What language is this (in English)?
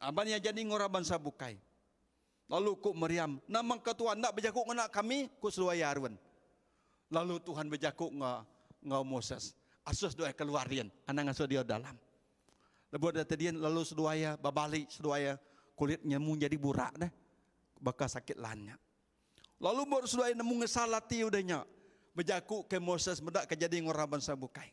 Iban